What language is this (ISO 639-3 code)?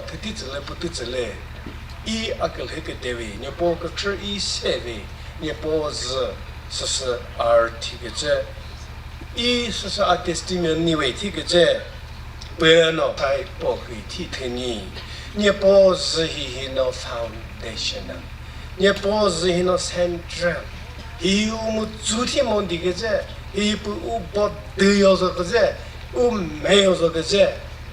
nri